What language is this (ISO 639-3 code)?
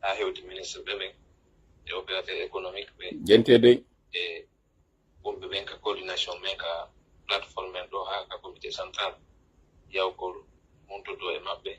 fuf